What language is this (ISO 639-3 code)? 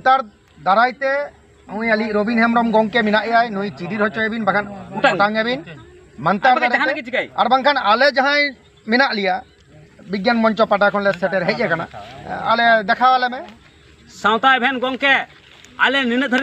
sat